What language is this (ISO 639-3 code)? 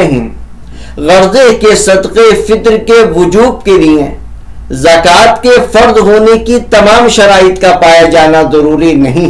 urd